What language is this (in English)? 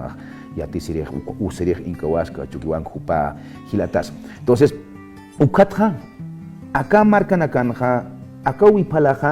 Aymara